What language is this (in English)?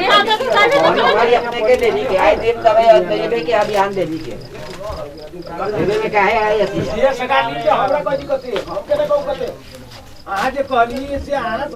Maithili